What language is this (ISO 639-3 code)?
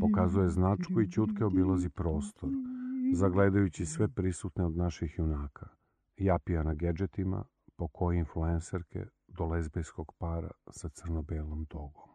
srp